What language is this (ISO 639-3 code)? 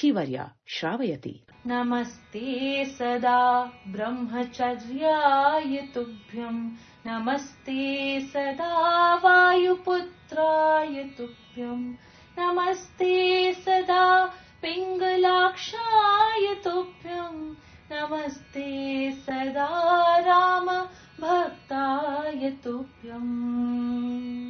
san